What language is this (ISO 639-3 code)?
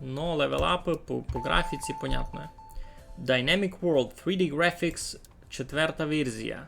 rue